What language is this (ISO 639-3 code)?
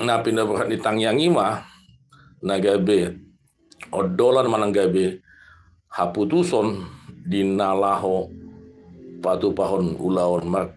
bbc